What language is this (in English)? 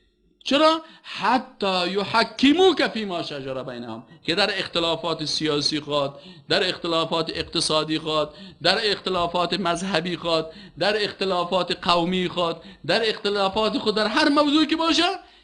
Persian